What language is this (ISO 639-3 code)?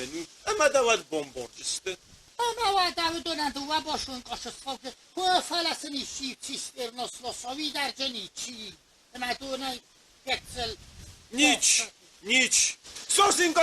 oss